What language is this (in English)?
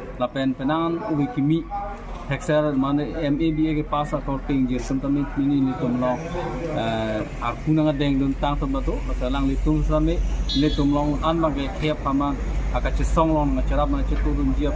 Karbi